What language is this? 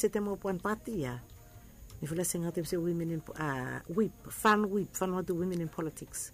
Bislama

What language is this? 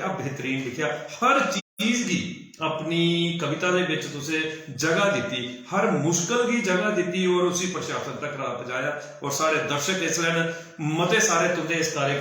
Dogri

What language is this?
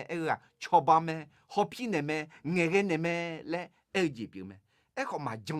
Akha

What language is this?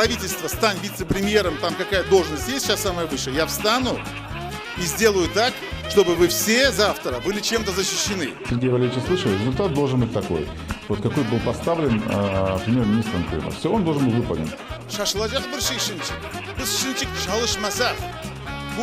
Crimean Tatar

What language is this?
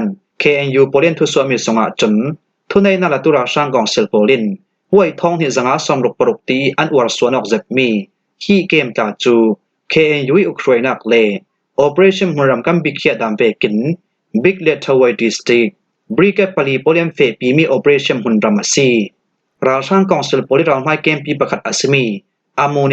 Falam Chin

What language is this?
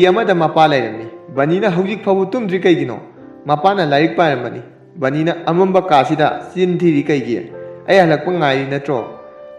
Manipuri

